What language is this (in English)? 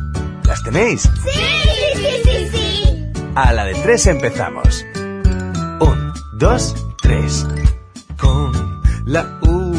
Spanish